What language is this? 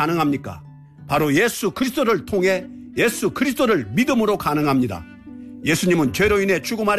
Korean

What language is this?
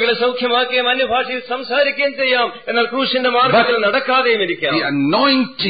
Malayalam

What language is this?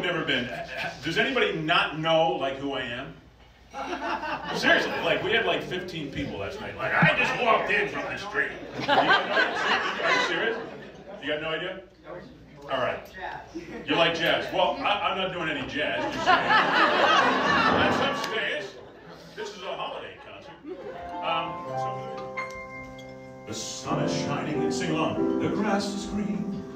English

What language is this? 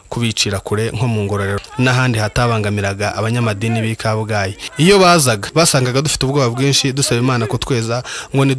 Kinyarwanda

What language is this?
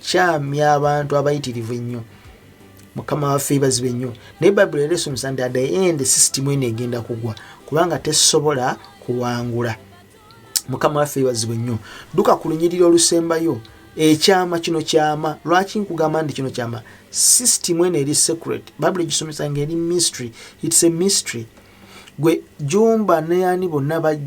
Ganda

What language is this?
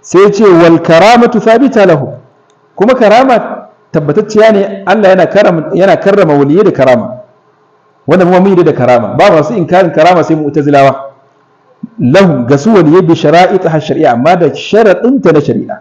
Hausa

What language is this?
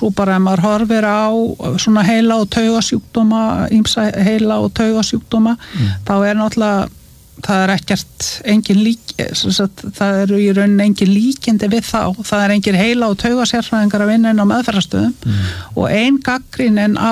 Icelandic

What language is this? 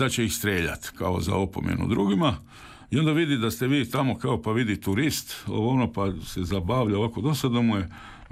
Croatian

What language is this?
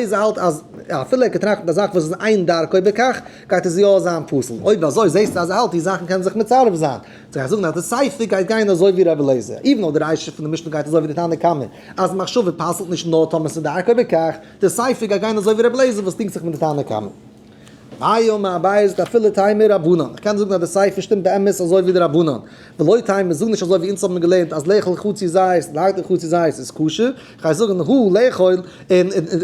Yiddish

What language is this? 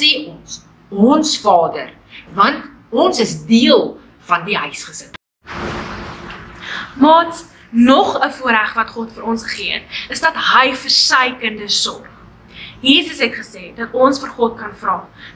Afrikaans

